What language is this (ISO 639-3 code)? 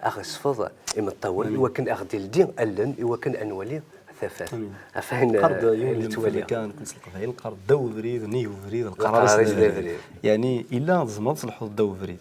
kab